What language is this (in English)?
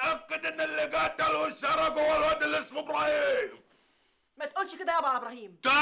Egyptian Arabic